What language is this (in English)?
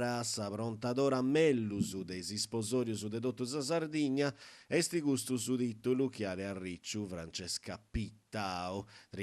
Sardinian